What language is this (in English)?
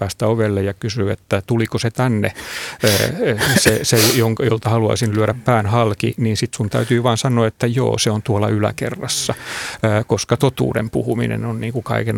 Finnish